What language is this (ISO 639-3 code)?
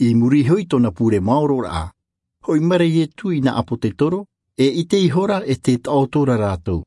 tah